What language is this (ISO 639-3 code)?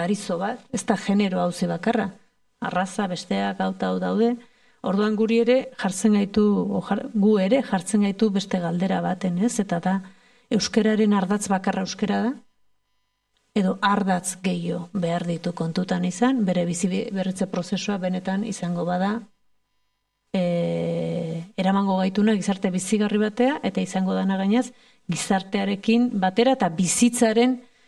eus